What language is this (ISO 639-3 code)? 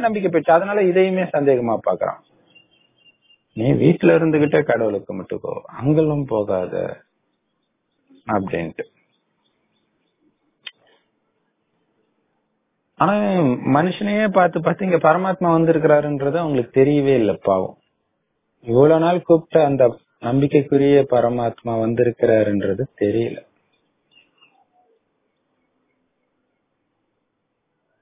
tam